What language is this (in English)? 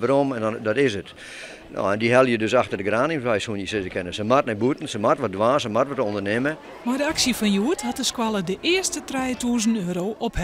Western Frisian